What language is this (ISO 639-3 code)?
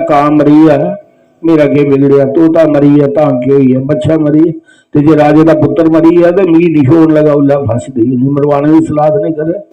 doi